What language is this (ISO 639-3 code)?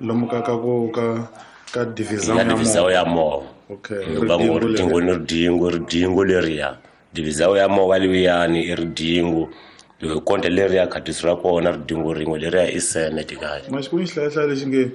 tso